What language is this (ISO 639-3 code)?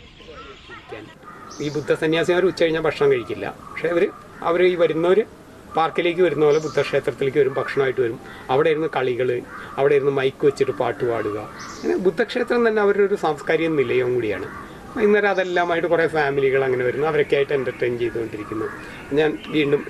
mal